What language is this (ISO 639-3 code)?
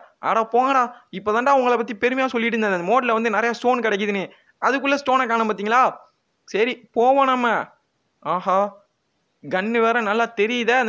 tam